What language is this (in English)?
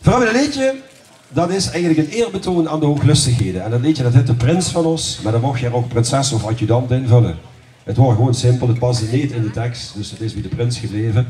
Limburgish